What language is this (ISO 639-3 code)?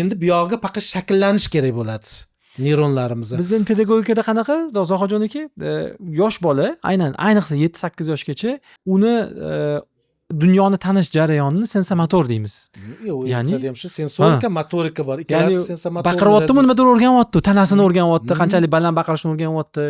uzb